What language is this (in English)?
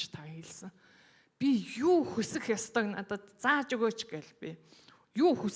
Mongolian